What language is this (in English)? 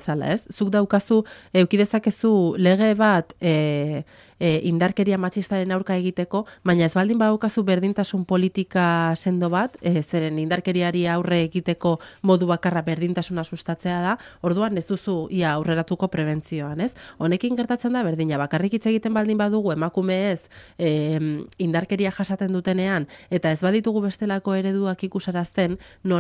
Basque